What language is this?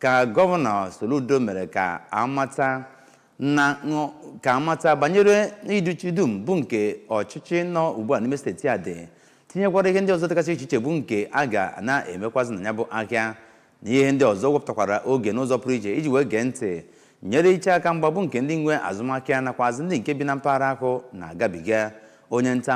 Igbo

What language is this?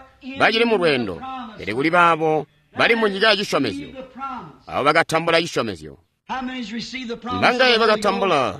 Tonga (Zambia)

